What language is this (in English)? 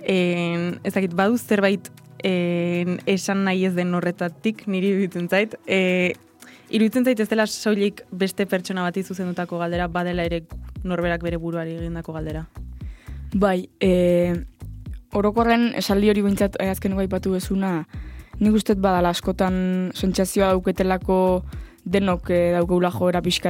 Basque